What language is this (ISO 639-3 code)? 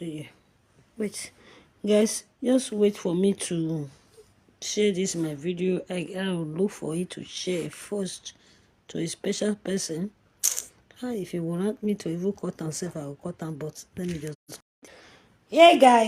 pcm